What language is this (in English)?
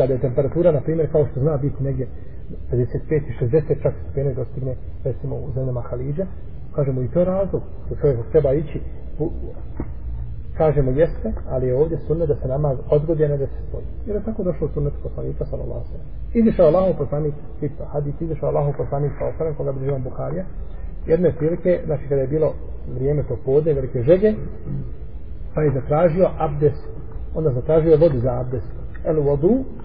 Bosnian